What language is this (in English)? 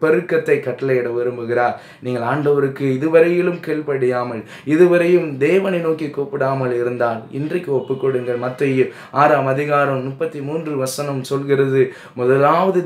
Tamil